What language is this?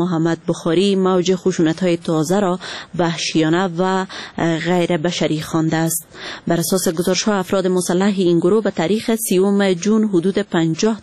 Persian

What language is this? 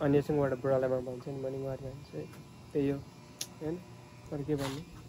Nepali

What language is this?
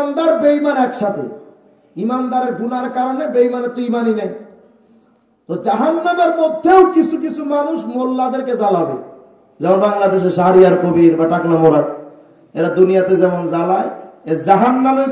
Bangla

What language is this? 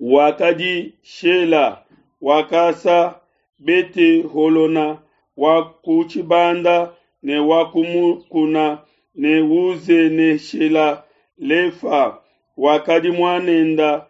Luba-Lulua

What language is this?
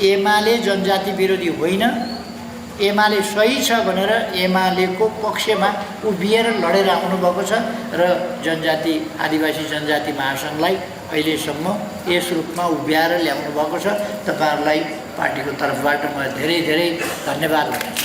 Nepali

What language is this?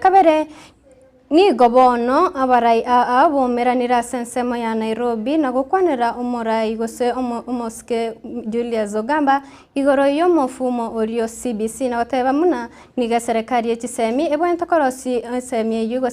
Gusii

